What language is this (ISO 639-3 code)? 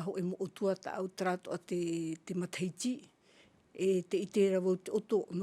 tah